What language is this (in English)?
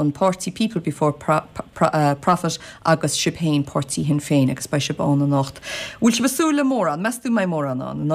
Irish